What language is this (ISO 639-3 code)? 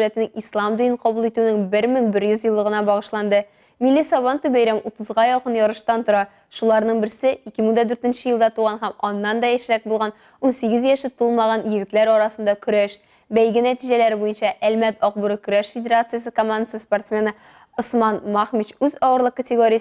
tat